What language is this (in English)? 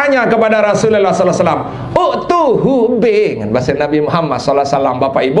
Sasak